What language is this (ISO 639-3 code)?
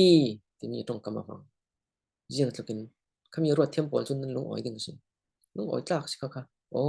cfm